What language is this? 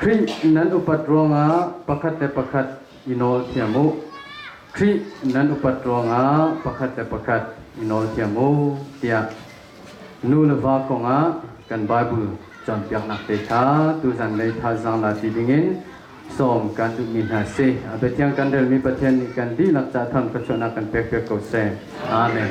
Hakha Chin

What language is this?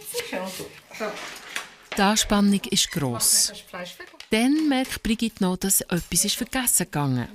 Swiss German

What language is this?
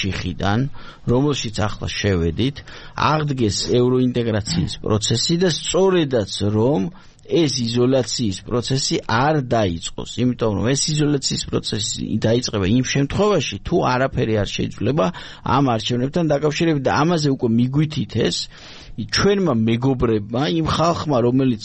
Georgian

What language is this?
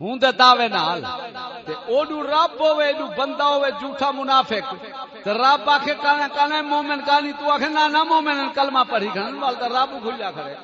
Saraiki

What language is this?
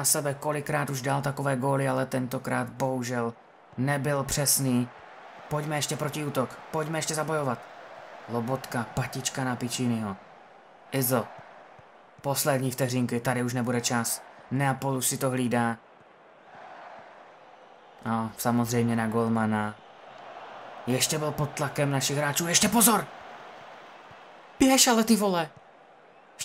Czech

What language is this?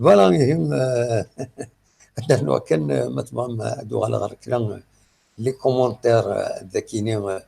Kabyle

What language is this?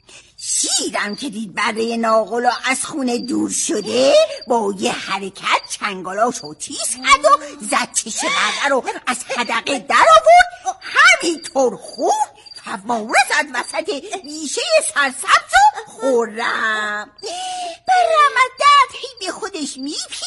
Persian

